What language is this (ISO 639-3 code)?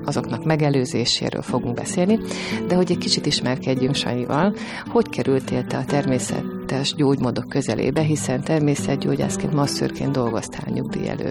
hun